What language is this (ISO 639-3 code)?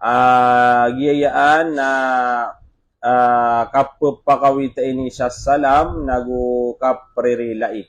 mrw